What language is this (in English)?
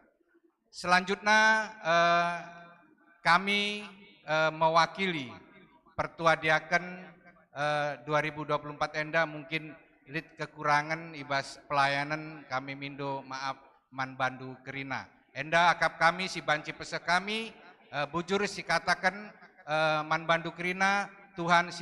Batak Karo